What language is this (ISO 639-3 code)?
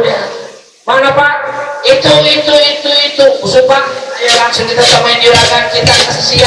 bew